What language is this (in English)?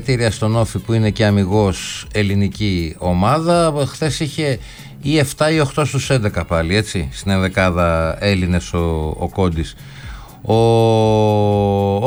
Greek